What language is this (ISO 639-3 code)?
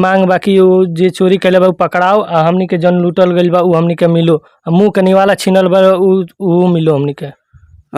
bho